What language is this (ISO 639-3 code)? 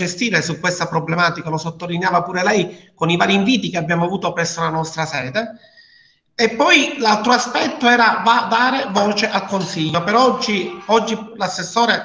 ita